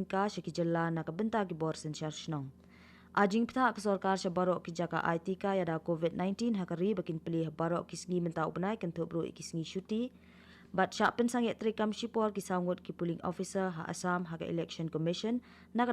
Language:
Khasi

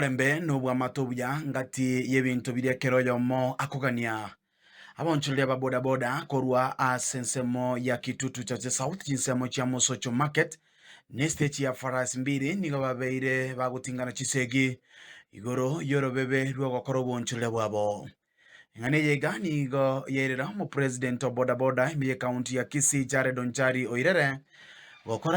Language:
Gusii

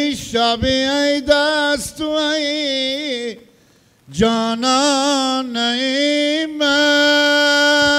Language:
Persian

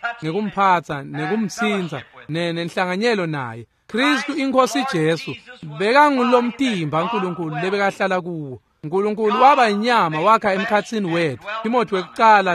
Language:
Swati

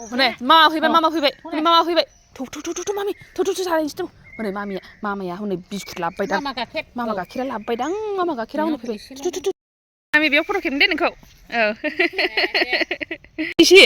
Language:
Bodo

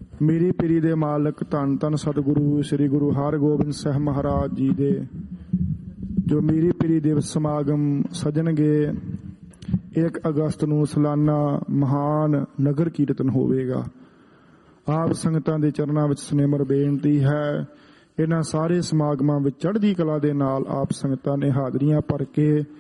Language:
Punjabi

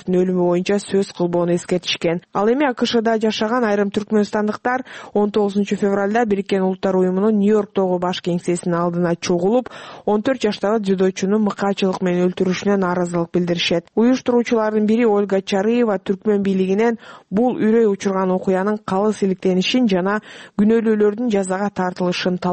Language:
Kyrgyz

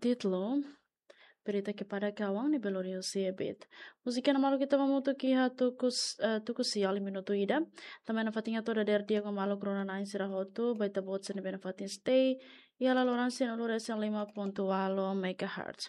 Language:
Tetum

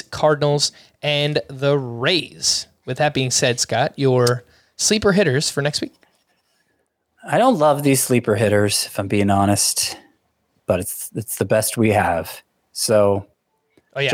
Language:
English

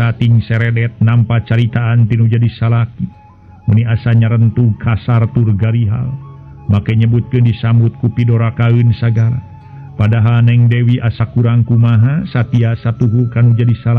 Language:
Sundanese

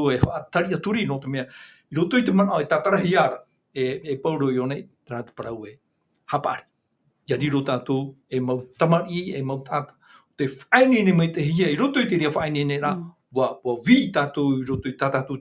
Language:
Tahitian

